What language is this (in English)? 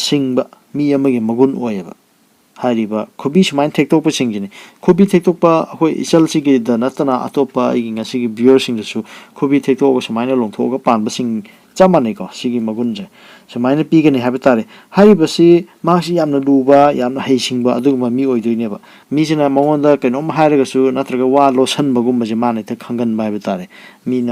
Manipuri